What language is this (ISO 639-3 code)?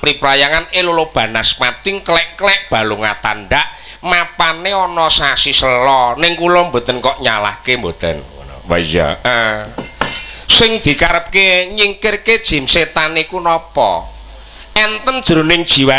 jav